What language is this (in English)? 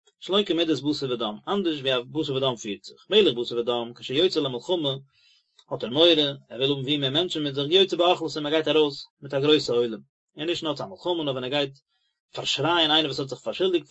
Yiddish